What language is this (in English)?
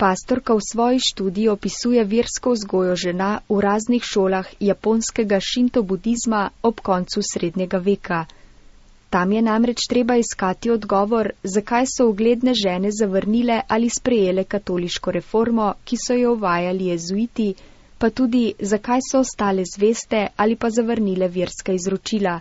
Slovenian